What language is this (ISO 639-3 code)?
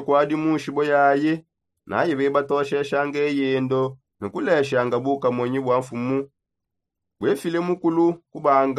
sop